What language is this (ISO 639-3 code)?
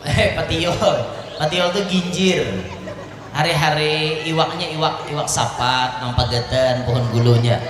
bjn